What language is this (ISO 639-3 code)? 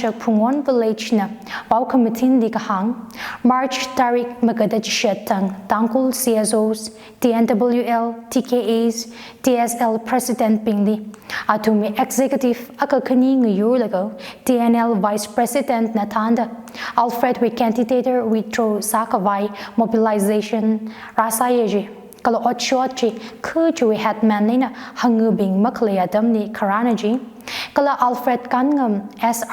nmf